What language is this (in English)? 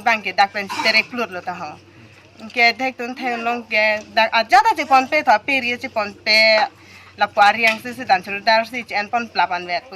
Karbi